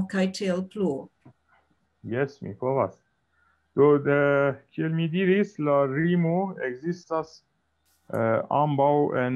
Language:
Esperanto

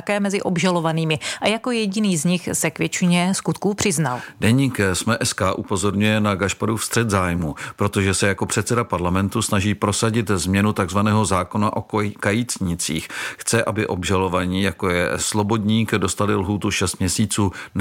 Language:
Czech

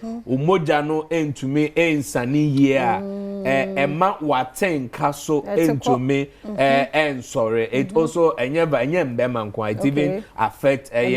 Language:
Akan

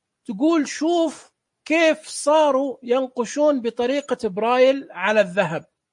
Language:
Najdi Arabic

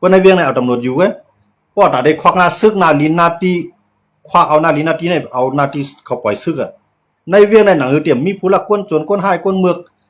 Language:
Shan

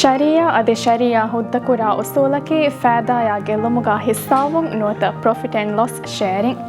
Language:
Divehi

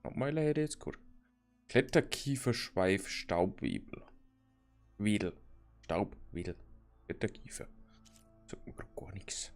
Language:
Bavarian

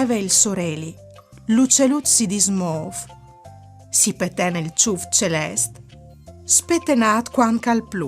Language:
Friulian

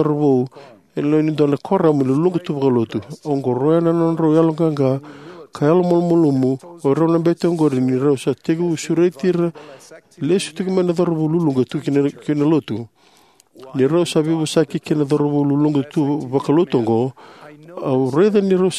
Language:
Fijian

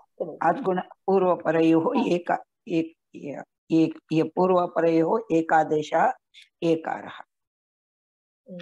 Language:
Sanskrit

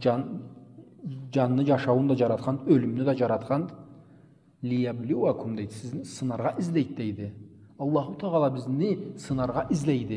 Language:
Karachay-Balkar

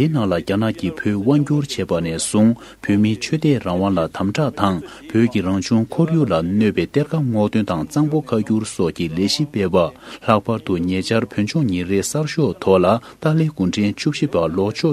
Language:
Tibetan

